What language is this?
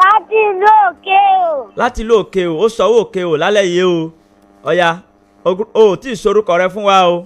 Yoruba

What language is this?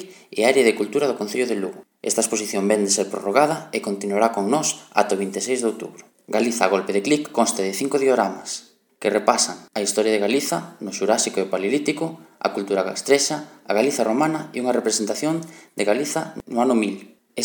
Galician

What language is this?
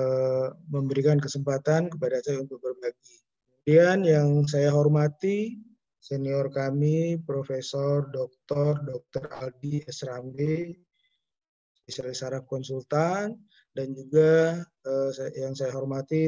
Indonesian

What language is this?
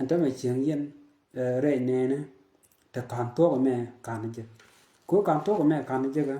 Nuer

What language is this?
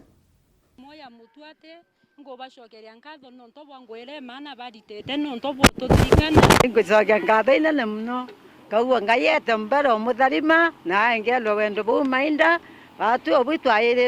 Meru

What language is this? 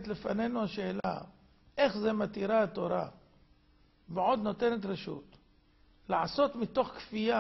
Hebrew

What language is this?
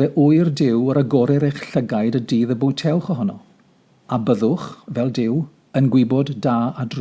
Welsh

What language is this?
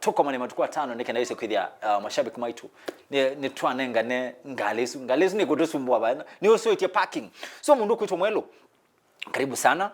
Kamba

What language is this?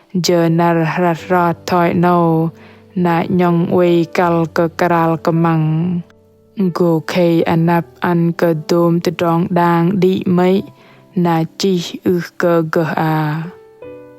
Bahnar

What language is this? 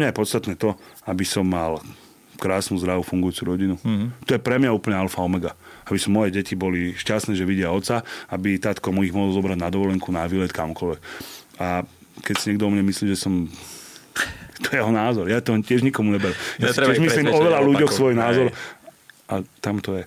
Slovak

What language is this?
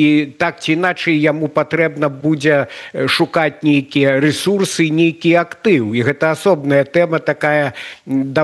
Belarusian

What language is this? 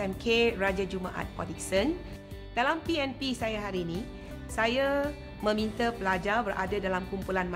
Malay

